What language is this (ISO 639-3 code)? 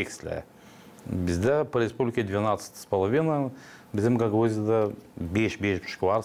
gag